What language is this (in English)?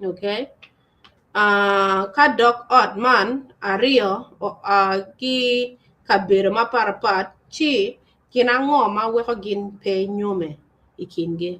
Acoli